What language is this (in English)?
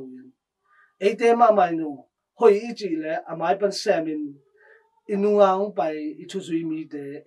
Tedim Chin